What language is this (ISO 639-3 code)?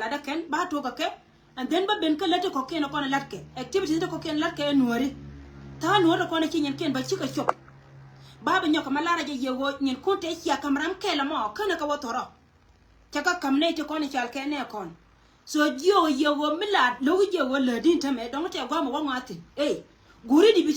nus